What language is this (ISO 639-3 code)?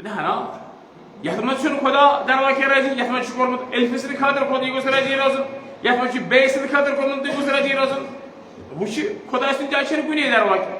kas